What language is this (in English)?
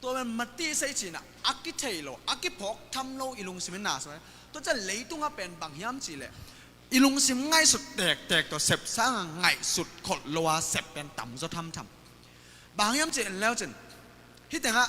Tedim Chin